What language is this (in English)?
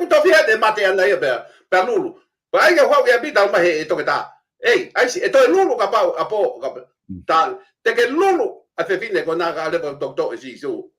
Tongan